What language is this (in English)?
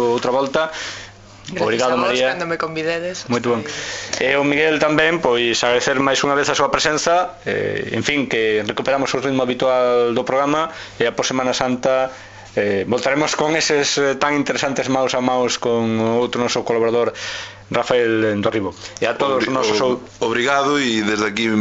Galician